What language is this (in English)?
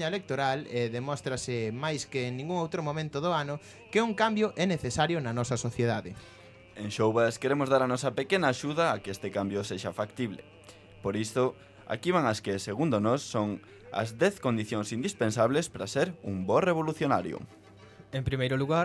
Galician